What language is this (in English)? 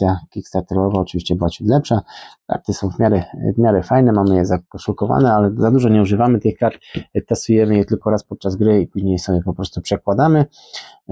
Polish